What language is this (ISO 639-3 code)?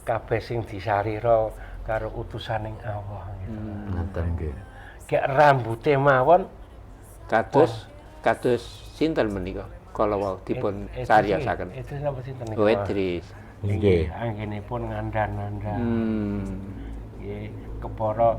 jav